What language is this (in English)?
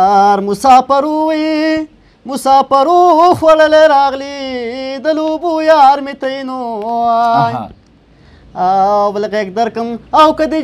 Pashto